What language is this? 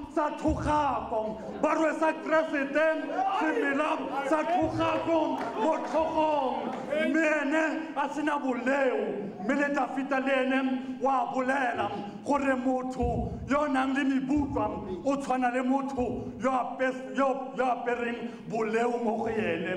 Tswana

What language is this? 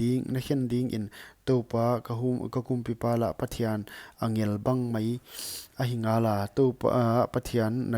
Paite Chin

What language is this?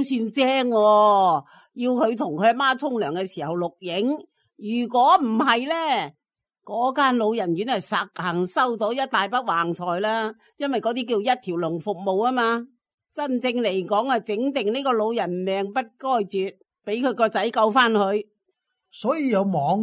Cantonese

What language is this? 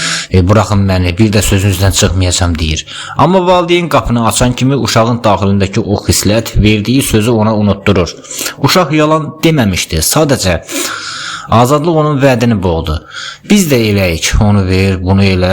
Azerbaijani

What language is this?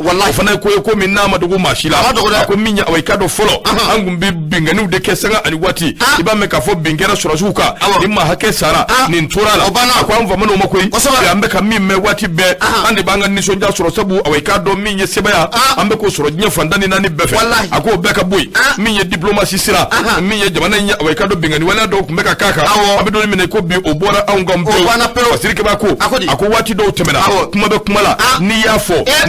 Bambara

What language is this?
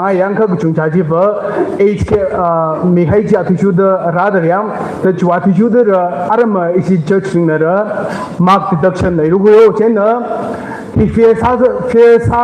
Tangkhul Naga (India)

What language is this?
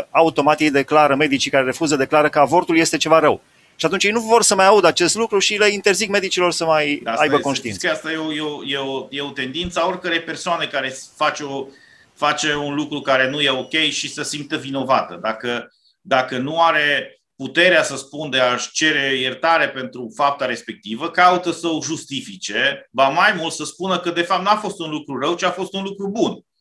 Romanian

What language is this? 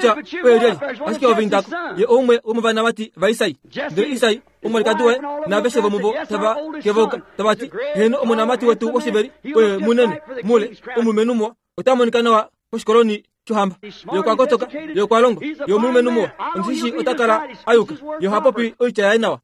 Kuanyama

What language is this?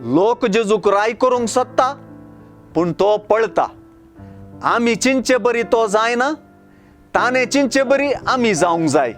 Konkani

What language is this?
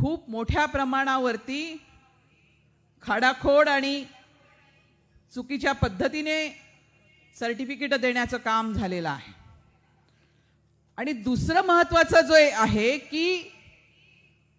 Marathi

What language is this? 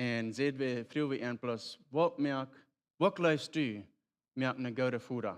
Plautdietsch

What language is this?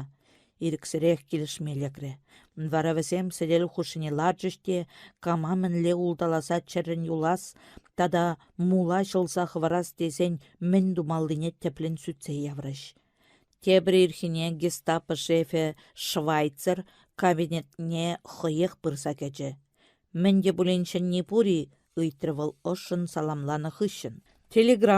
Chuvash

